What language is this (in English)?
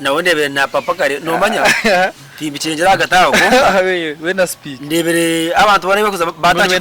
Nyankole